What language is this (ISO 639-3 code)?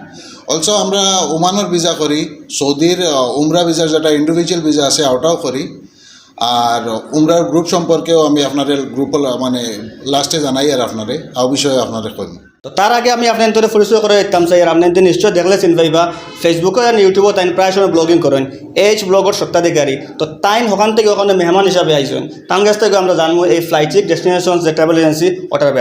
syl